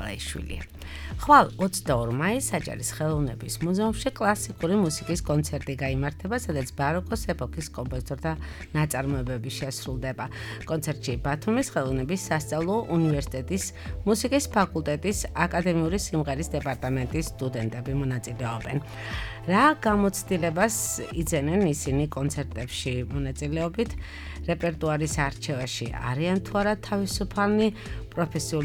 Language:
Georgian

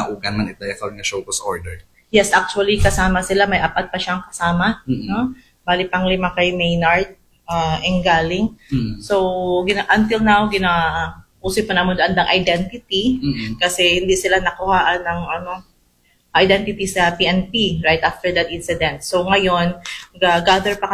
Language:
Aklanon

